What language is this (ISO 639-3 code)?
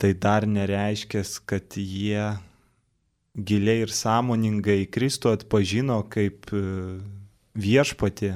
lit